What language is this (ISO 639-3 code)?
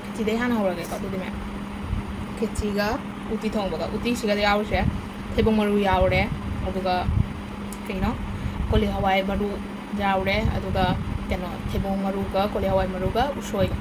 mni